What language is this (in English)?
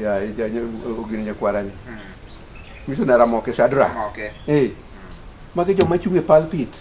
Luo (Kenya and Tanzania)